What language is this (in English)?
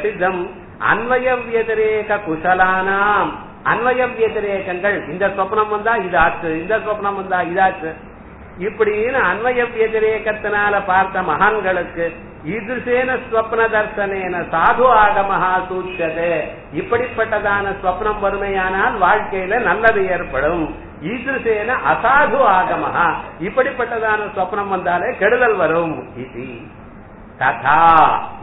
Tamil